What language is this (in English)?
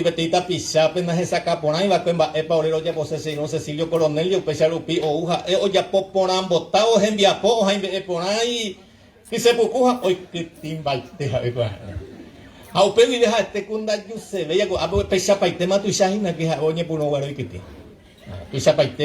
Guarani